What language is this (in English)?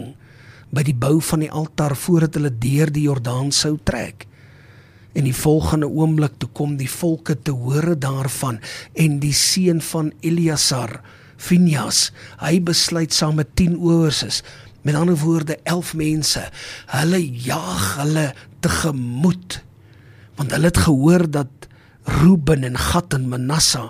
Afrikaans